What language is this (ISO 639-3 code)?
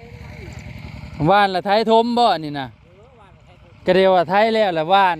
tts